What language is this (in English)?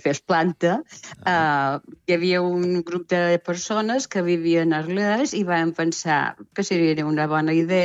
Catalan